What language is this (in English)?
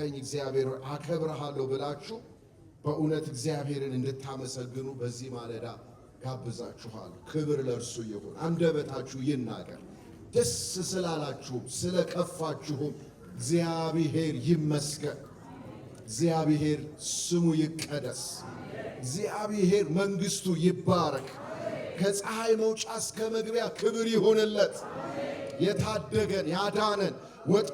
Amharic